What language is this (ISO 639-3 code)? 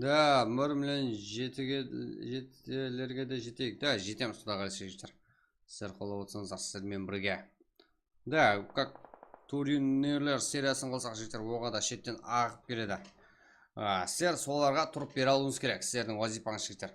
kaa